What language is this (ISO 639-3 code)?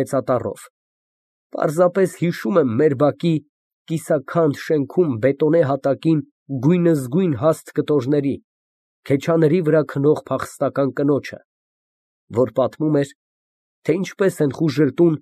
hye